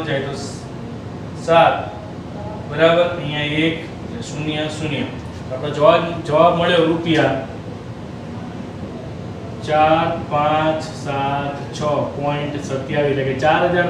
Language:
Gujarati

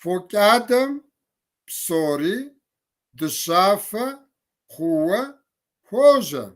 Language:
Kabardian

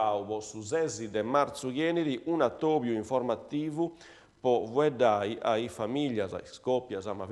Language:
Sardinian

